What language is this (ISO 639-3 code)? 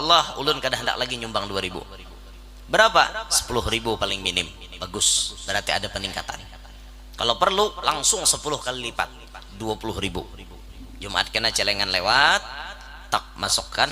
bjn